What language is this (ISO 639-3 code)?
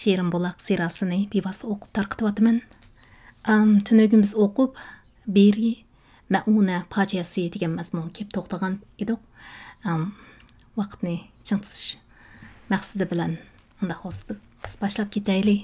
uig